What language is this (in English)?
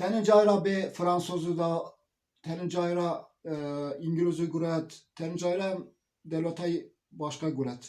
Zaza